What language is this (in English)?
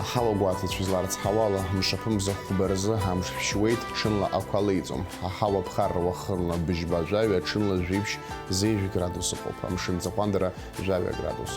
Abkhazian